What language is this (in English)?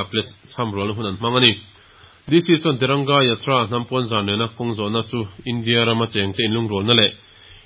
Mizo